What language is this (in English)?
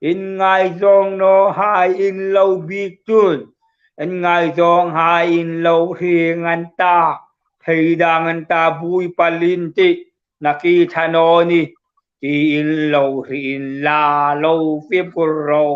Hmar